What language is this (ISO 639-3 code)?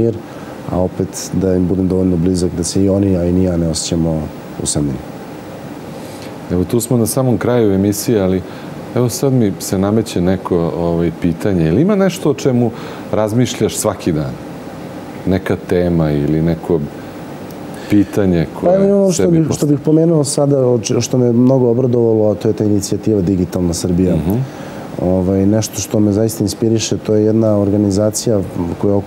srp